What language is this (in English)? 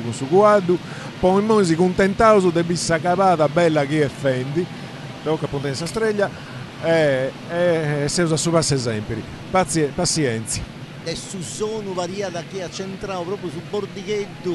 Sardinian